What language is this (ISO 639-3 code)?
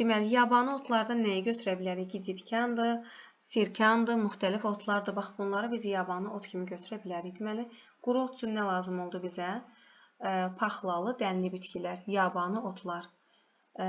aze